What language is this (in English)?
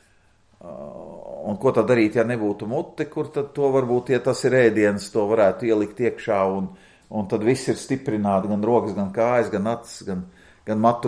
Latvian